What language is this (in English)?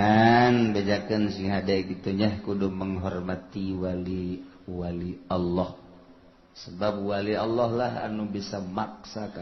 Sundanese